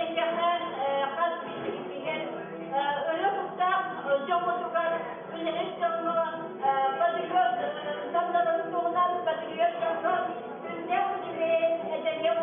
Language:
Yakut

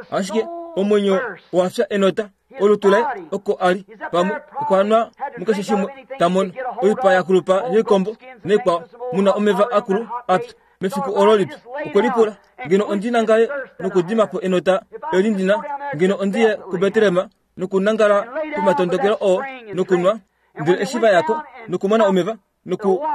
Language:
Kuanyama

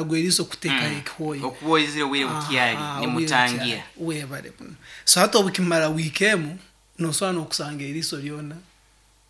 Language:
Nyankole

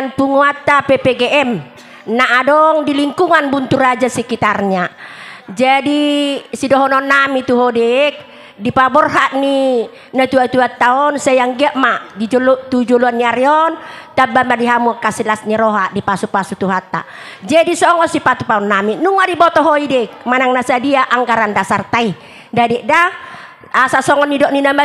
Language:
Batak Toba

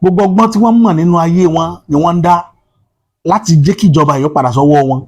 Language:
Yoruba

